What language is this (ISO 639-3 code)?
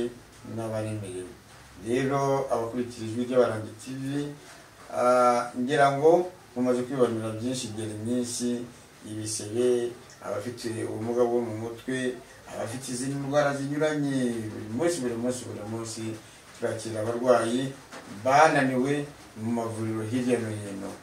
kin